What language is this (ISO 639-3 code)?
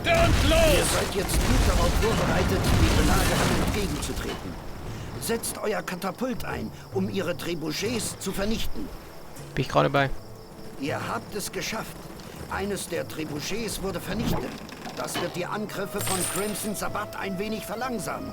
bar